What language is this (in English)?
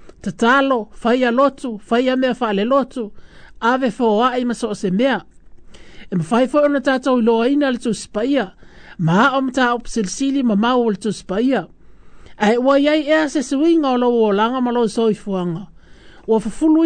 Samoan